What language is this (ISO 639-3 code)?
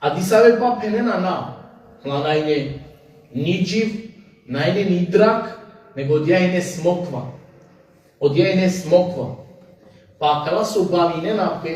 rmn